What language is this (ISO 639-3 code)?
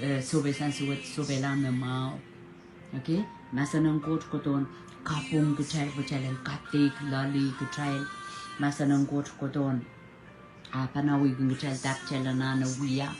pon